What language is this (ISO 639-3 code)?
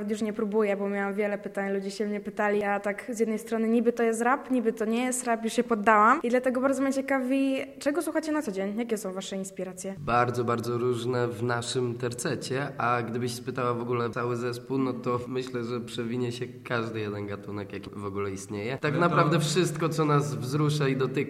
pol